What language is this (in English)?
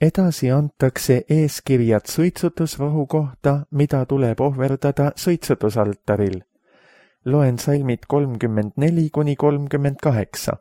Estonian